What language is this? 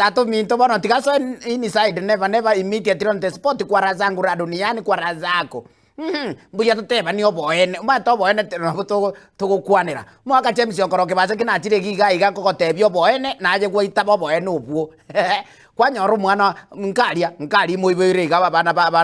Gusii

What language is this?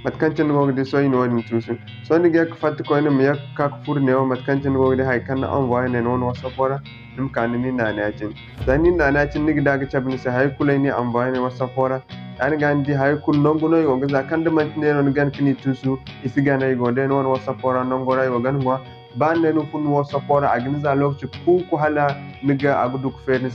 Zarma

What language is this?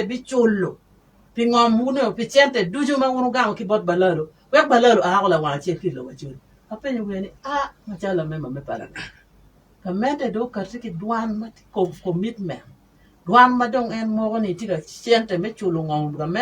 Acoli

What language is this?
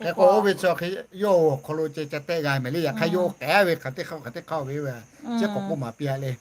Lahu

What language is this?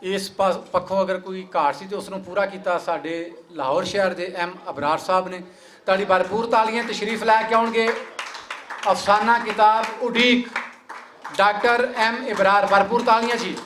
Western Panjabi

